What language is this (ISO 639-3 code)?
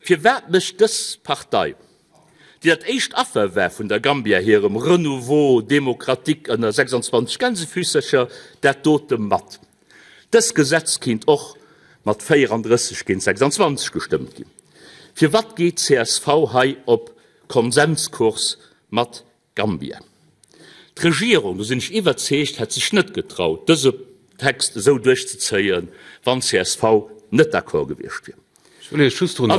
ltz